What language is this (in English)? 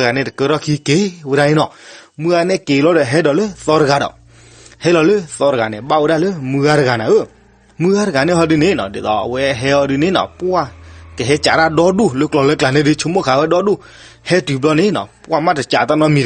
S'gaw Karen